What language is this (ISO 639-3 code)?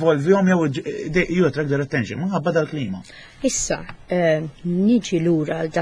mlt